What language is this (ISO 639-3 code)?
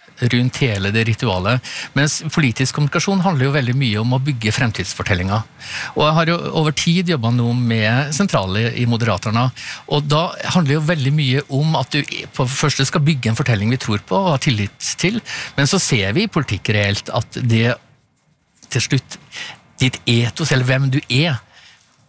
nor